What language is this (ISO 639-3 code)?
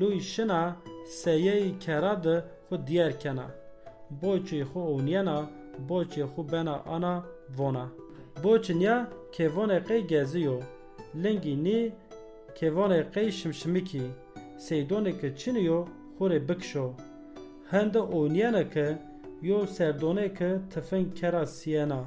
zza